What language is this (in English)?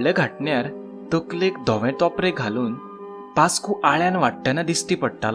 Konkani